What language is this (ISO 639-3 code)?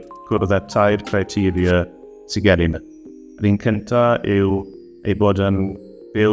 cym